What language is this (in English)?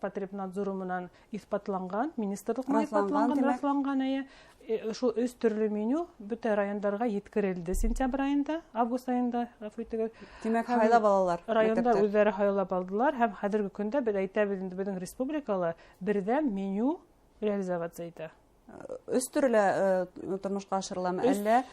Bashkir